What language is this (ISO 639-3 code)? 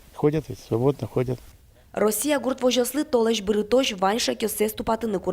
udm